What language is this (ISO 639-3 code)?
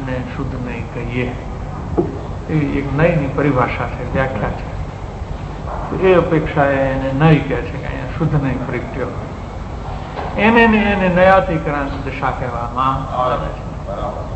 guj